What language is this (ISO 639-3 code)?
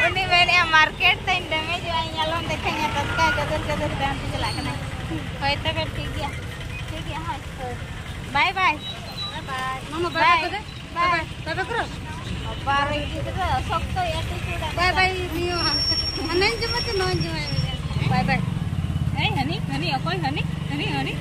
sat